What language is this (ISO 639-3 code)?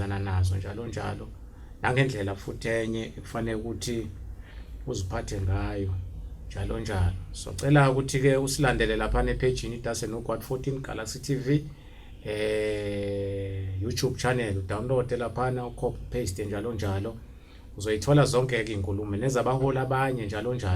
zul